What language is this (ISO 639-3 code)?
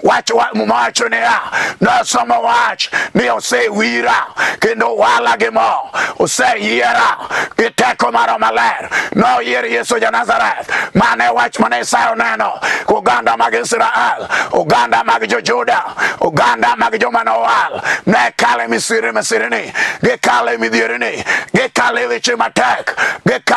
luo